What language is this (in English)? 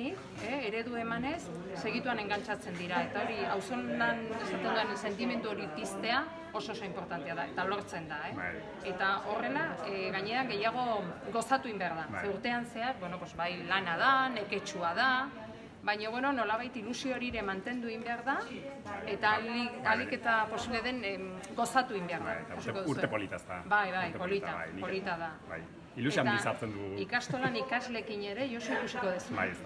Basque